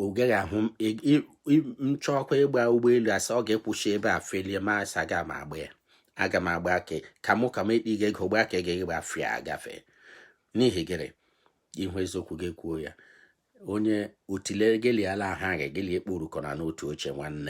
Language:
Igbo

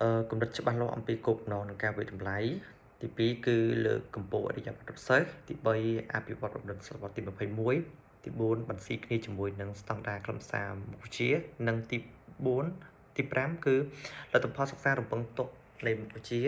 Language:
Khmer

